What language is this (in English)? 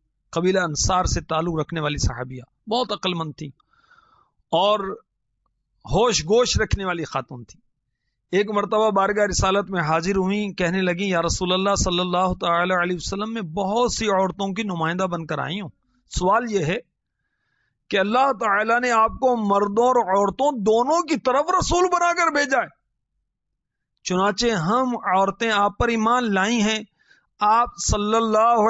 Urdu